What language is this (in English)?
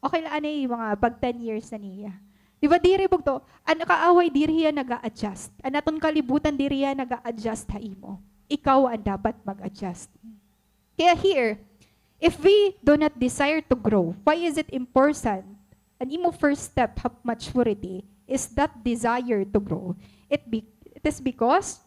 Waray